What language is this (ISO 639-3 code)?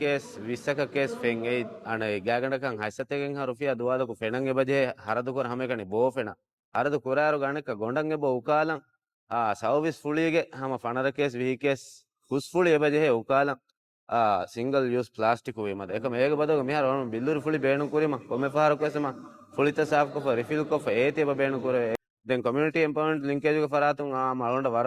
div